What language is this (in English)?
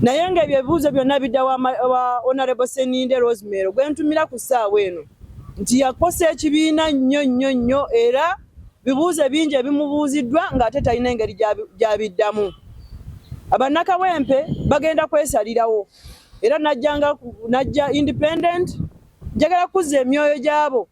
Ganda